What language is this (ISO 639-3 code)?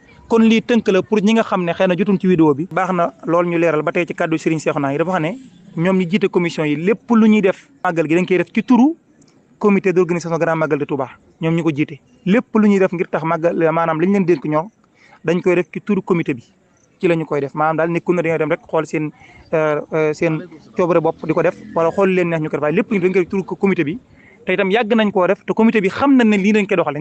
wol